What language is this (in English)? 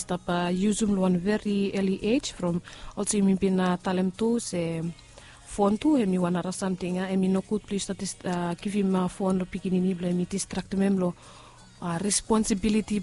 Bislama